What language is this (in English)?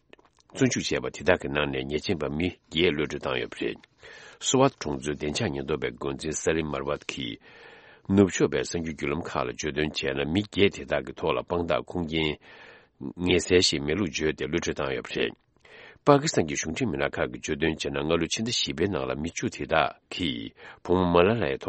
Tibetan